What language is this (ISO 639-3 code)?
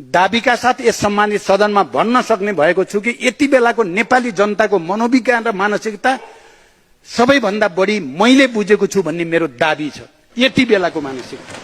nep